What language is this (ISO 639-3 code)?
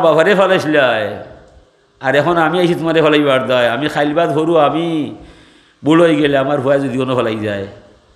syl